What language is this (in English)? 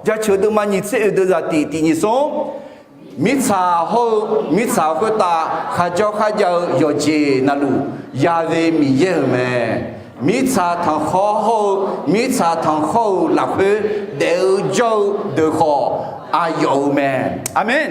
Akha